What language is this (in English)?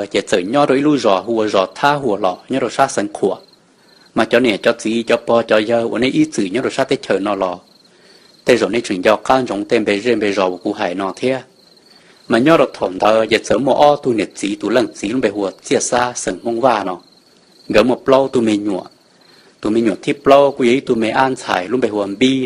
Hmong